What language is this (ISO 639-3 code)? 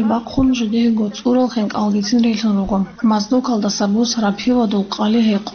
ava